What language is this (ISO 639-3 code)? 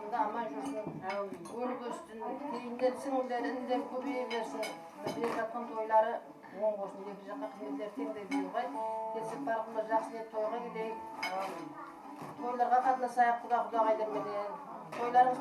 kaa